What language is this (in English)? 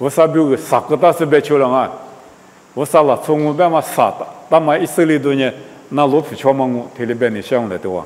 Lisu